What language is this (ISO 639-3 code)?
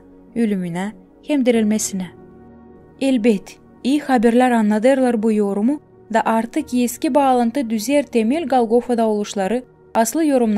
gag